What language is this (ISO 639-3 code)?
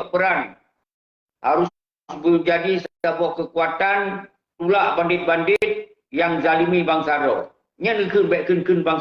ace